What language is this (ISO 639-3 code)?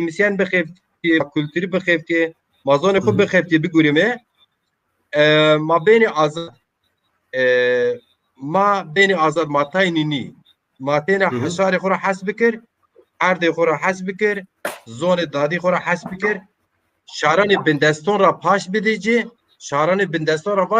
zza